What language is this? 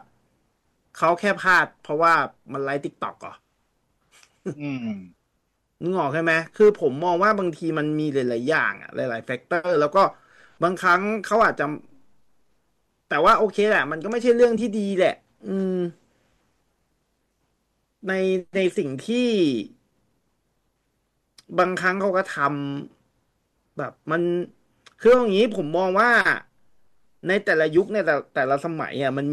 Thai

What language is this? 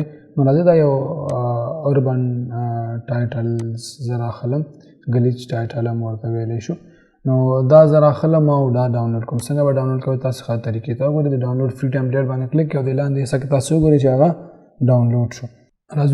Pashto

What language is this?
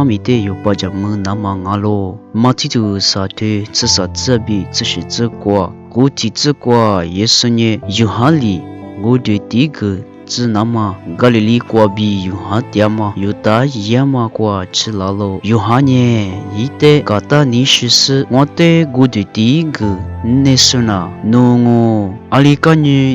Lisu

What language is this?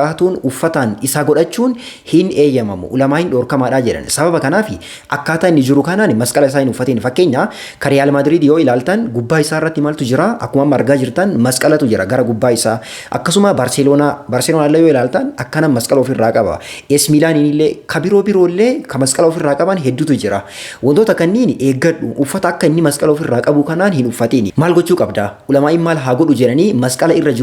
Oromo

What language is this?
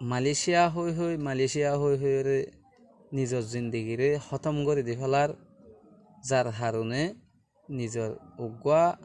Rohingya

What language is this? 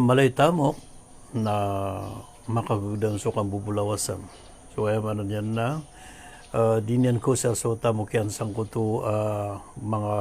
Maranao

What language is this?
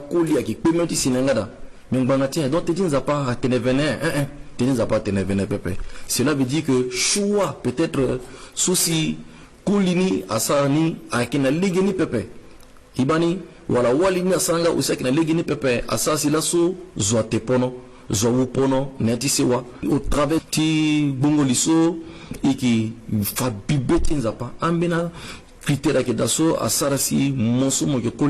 Sango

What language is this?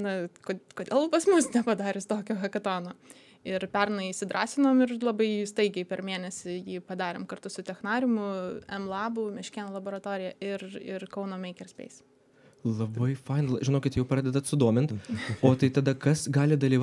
Lithuanian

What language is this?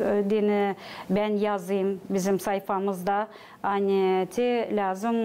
Gagauz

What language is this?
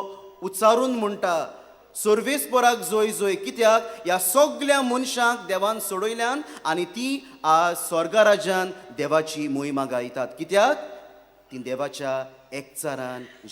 Konkani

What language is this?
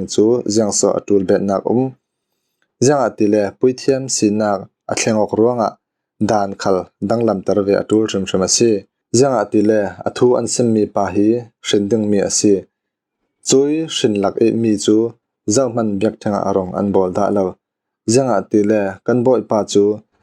Falam Chin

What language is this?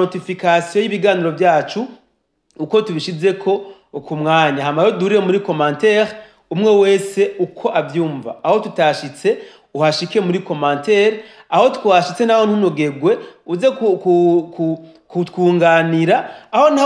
Rundi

